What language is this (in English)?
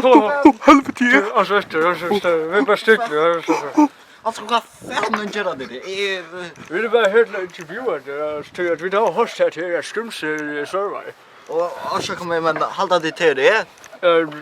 Faroese